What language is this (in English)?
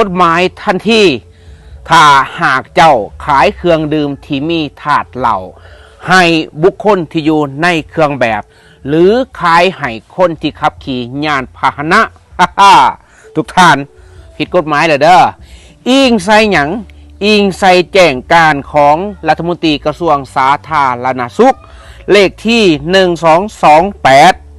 Lao